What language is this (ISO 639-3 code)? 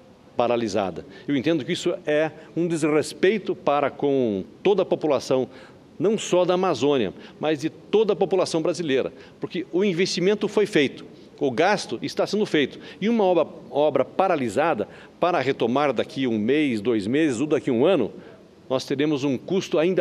por